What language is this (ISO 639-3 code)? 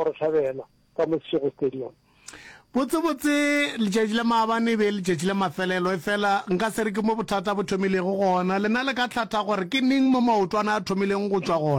nso